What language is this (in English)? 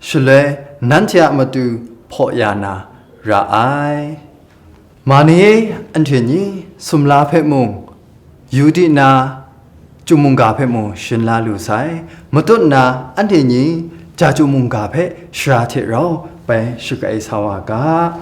Kachin